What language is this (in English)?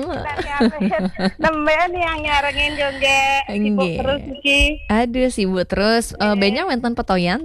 Balinese